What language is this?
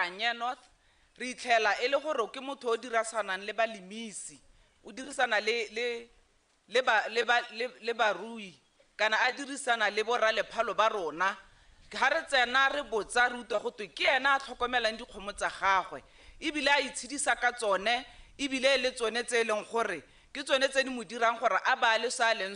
Tswana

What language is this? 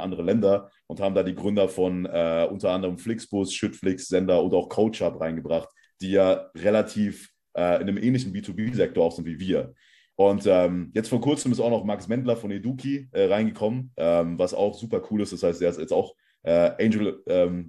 German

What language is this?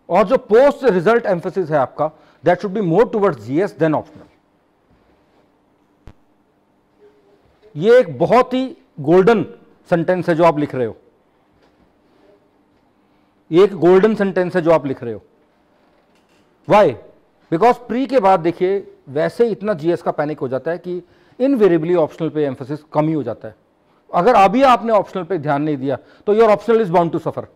Hindi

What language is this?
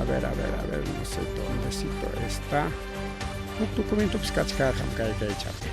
Ayacucho Quechua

